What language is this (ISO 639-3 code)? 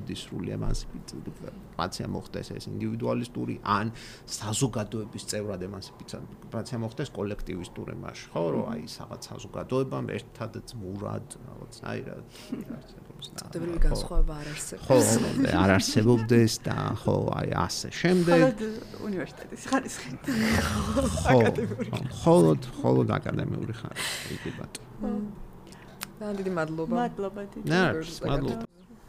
kat